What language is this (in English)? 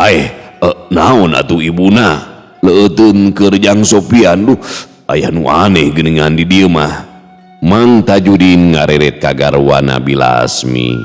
Sundanese